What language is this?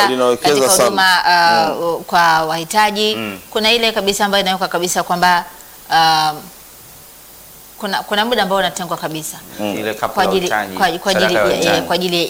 Swahili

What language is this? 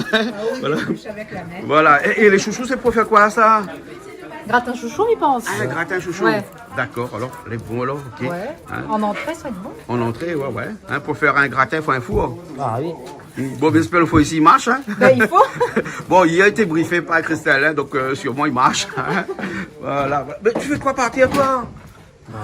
Réunion Creole French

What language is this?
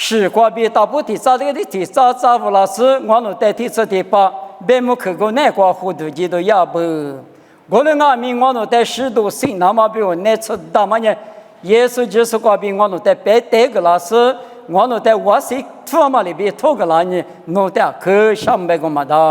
Lisu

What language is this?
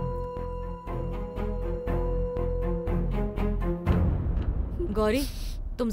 Hindi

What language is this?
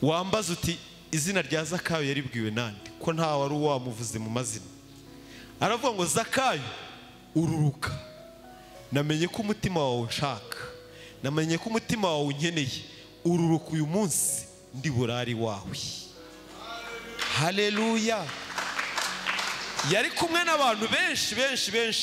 Kinyarwanda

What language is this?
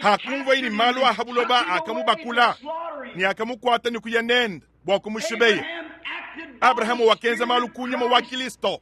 Luba-Lulua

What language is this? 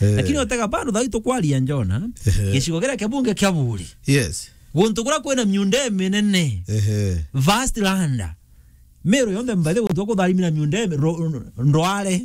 Meru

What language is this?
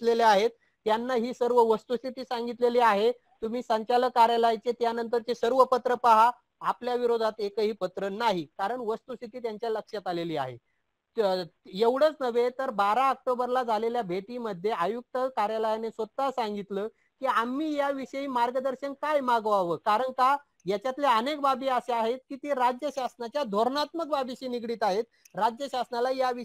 Marathi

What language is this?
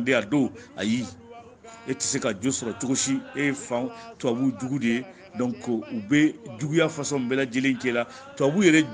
Bambara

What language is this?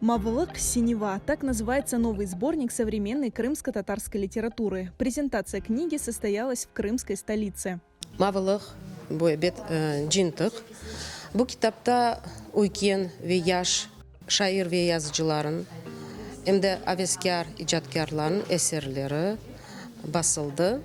Crimean Tatar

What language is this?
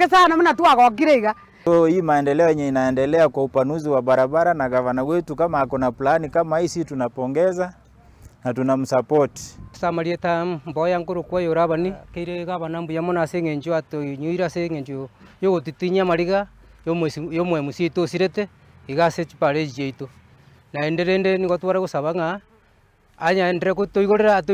Gusii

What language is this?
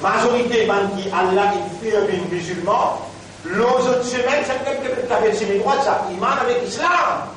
Morisyen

